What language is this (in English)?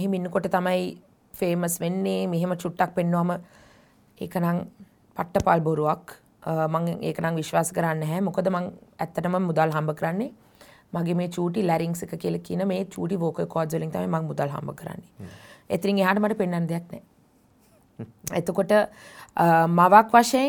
Sinhala